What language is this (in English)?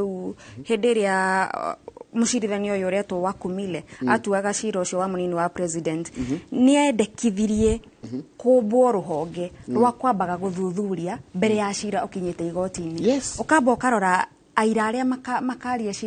Kikuyu